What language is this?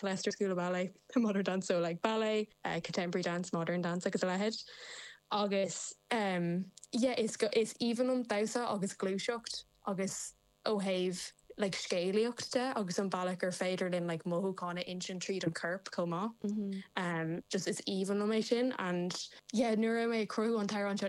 Irish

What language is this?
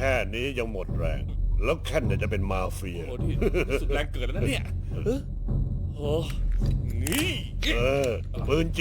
Lao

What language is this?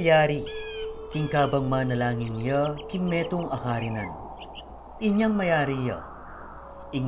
Pampanga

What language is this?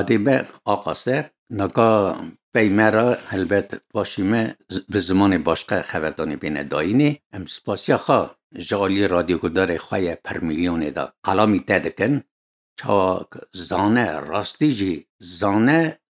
Kurdish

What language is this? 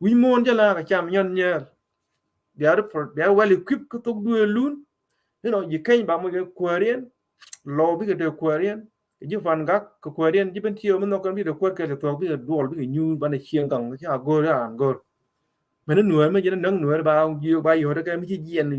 Nuer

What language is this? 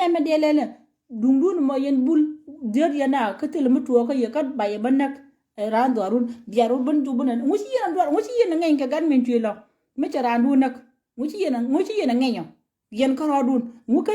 Nuer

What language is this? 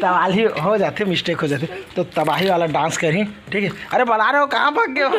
Chhattisgarhi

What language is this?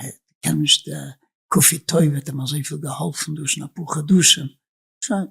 Yiddish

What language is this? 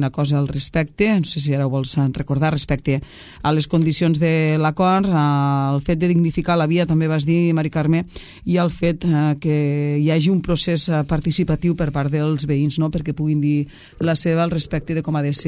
Catalan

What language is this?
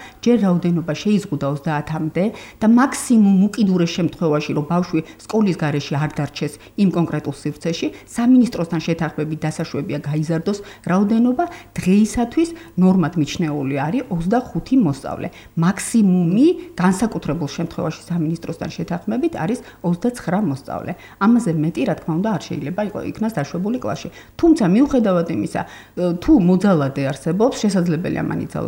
Georgian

